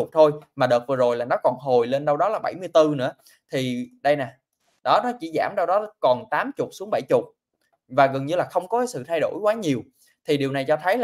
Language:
Vietnamese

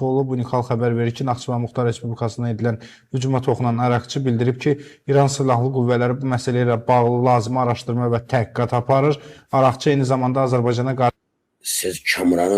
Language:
Azerbaijani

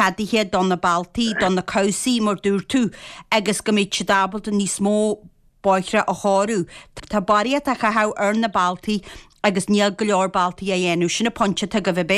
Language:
Irish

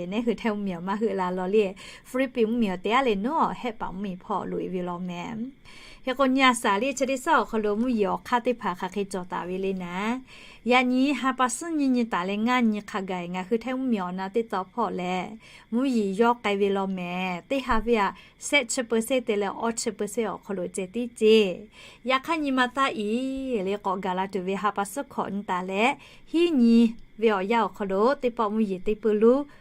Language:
Lahu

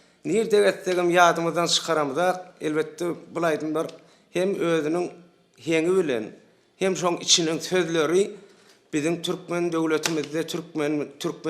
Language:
Turkmen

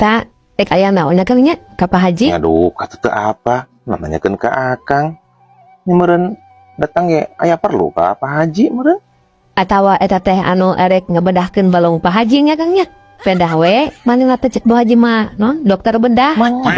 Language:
Sundanese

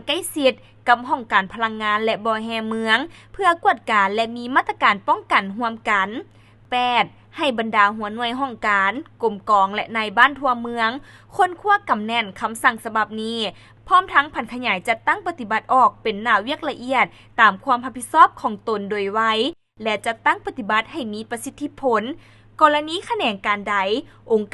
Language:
Lao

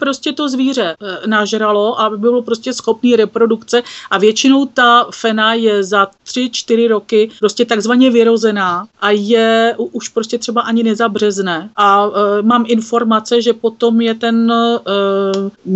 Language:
Czech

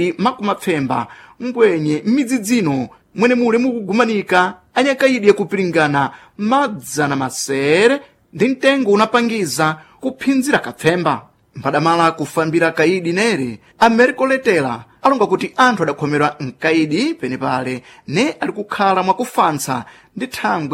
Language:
Sena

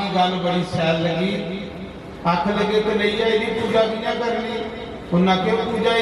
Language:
Dogri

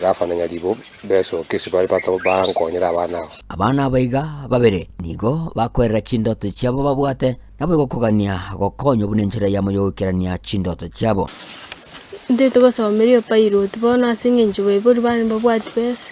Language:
Gusii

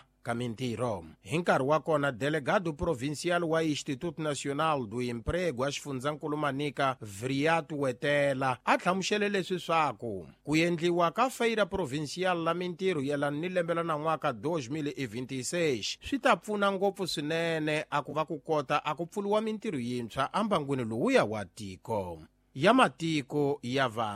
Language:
Tsonga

